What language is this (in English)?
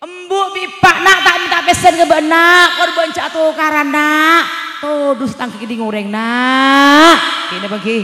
Madurese